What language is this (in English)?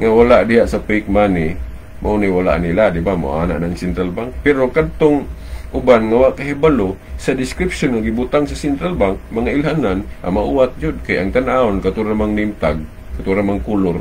Cebuano